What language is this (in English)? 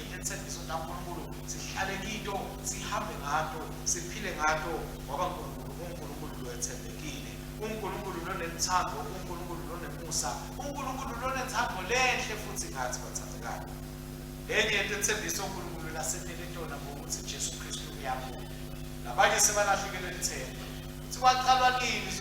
Swati